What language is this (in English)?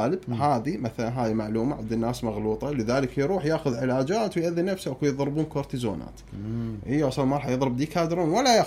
Mesopotamian Arabic